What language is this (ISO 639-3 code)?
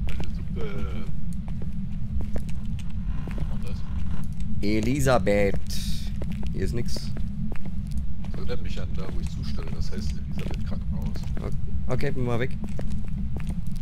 deu